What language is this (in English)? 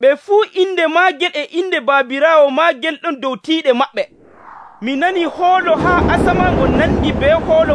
Nigerian Fulfulde